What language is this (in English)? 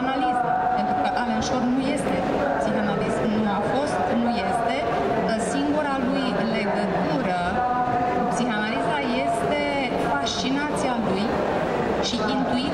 Romanian